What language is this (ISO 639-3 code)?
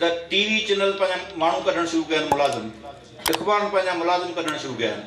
snd